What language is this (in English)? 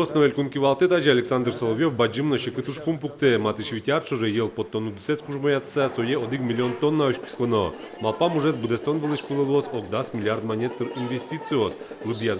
Udmurt